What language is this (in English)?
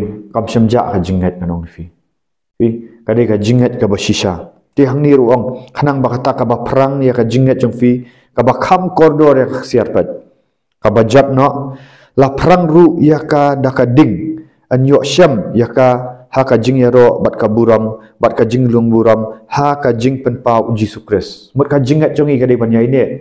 Khasi